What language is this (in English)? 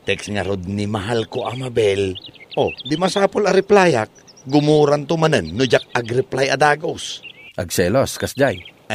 Iloko